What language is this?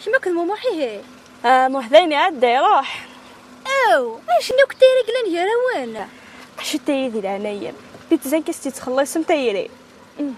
Kabyle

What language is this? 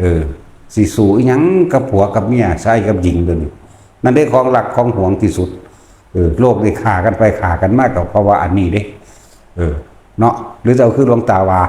Northeastern Thai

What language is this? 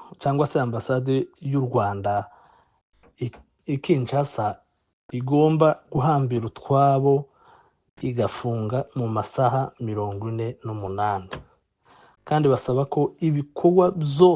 Kinyarwanda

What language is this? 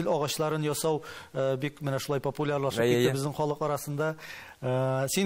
Tatar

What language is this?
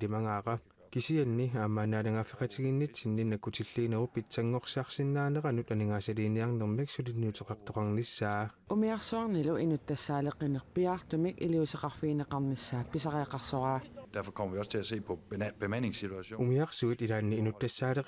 Kalaallisut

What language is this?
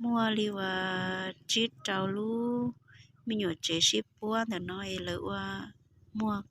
Hmong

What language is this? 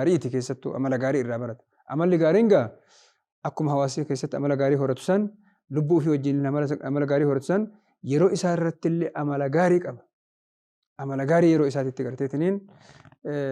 Oromo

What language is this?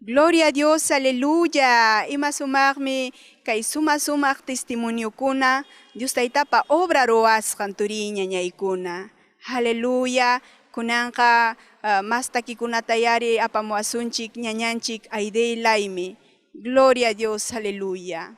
Ayacucho Quechua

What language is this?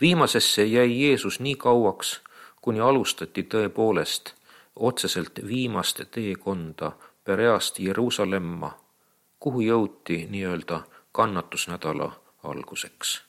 Estonian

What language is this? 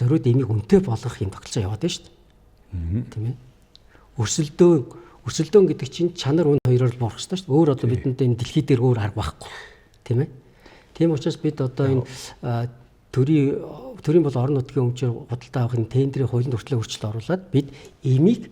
Mongolian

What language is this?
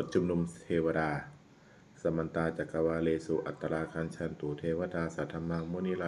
Pali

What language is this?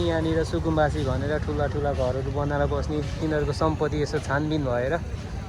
Nepali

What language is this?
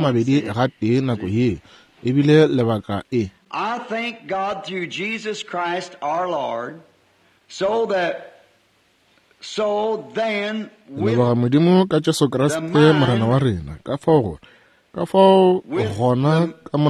Northern Sotho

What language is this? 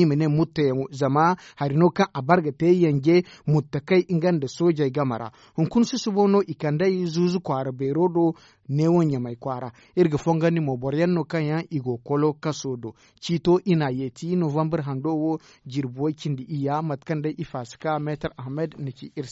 Zarma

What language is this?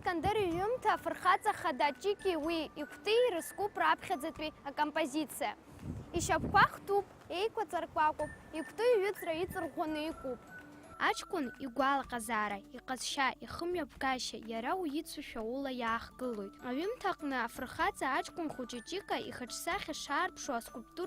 Abkhazian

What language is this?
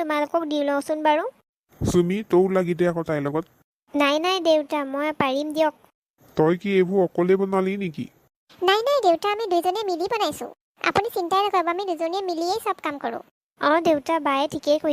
Assamese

